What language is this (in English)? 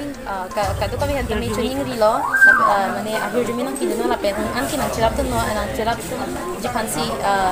Karbi